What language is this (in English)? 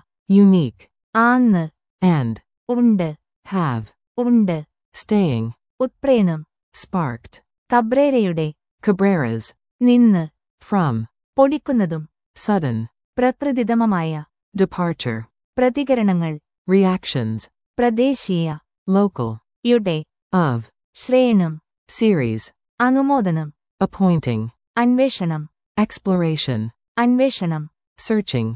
Malayalam